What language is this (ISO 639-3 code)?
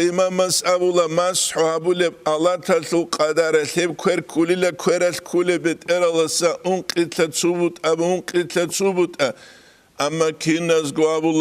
ava